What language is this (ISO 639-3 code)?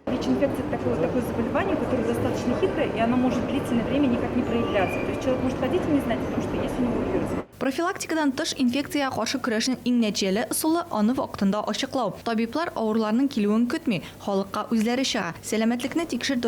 tat